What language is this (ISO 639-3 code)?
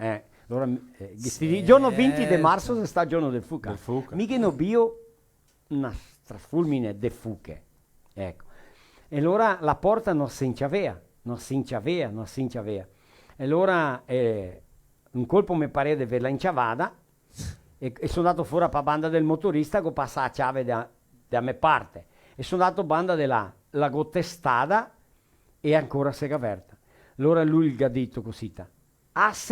vec